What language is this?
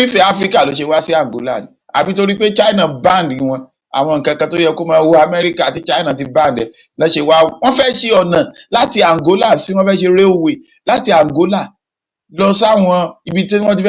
Yoruba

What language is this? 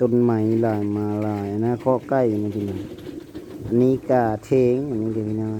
Lao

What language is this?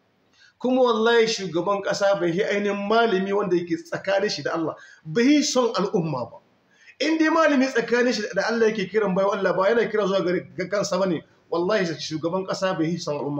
Hausa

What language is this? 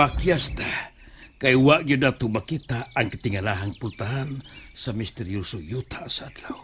Cebuano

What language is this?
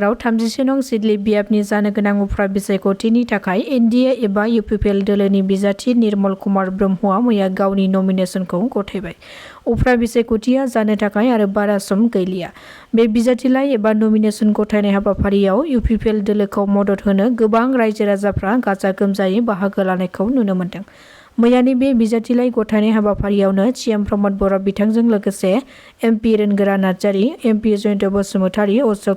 Bodo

